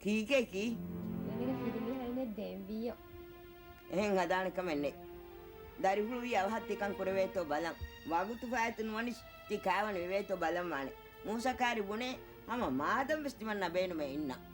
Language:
Divehi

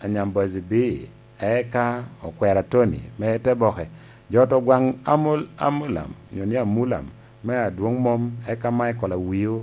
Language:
Lango (Uganda)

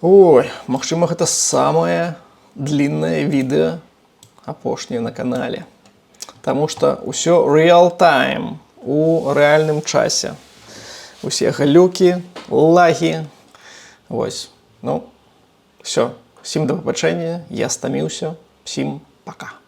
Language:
Belarusian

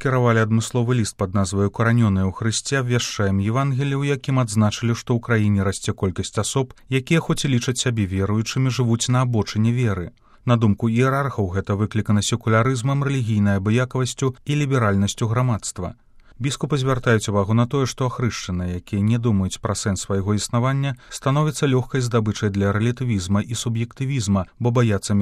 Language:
Belarusian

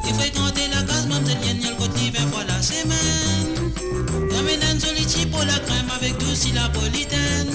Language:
Morisyen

